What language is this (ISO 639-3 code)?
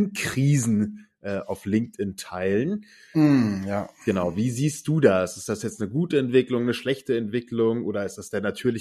deu